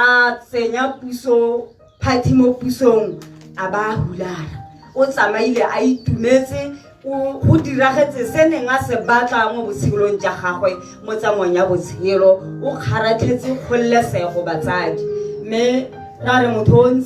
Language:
Tswana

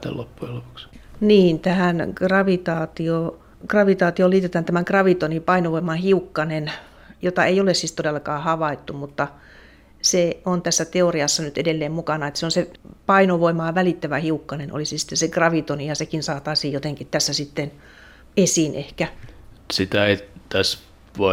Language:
Finnish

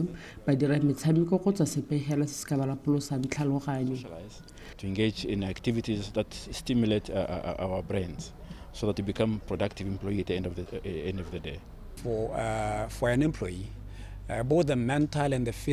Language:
Tswana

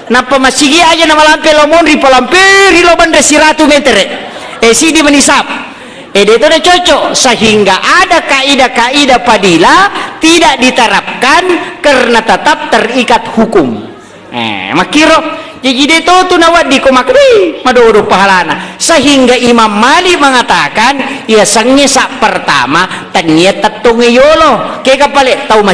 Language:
Buginese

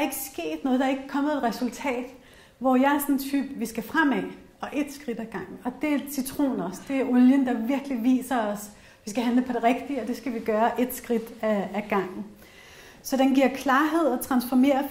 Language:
Danish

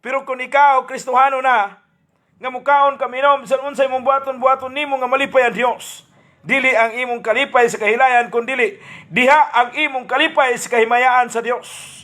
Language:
Cebuano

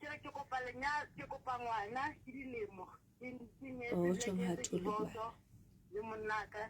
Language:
Southern Sotho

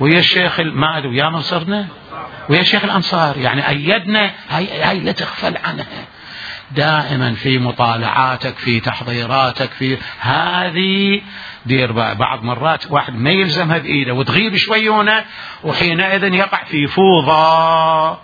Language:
Mesopotamian Arabic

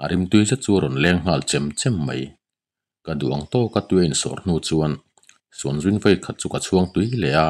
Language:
Mizo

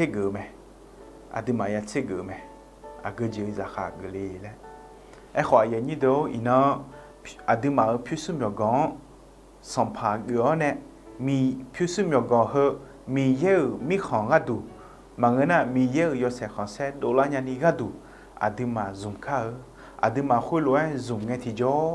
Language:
Akha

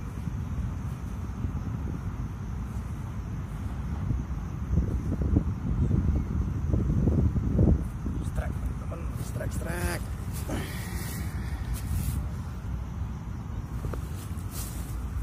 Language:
Indonesian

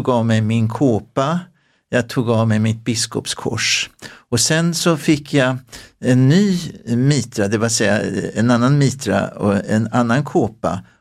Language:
Swedish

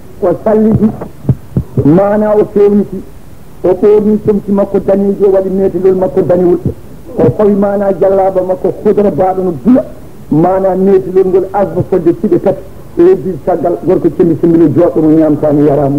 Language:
Fula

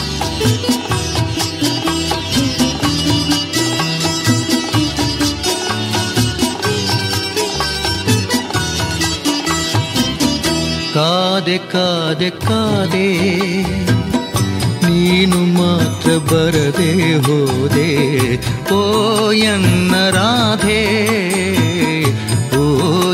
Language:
Kannada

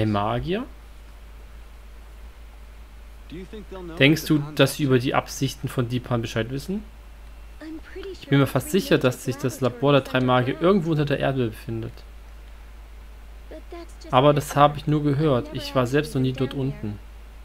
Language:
German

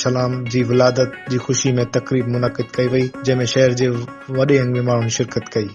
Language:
Sindhi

